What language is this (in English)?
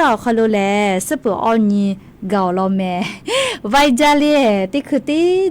Lahu